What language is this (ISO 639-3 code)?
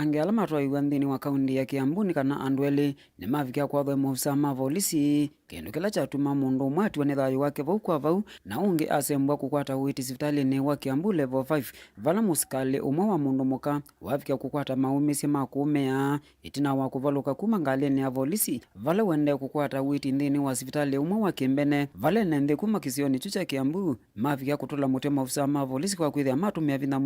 kam